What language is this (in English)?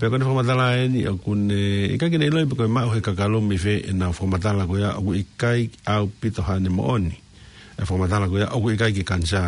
Tongan